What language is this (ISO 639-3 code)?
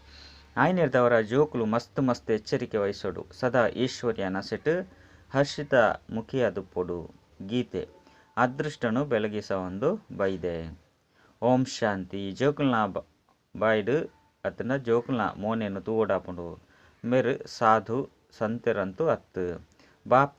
tcy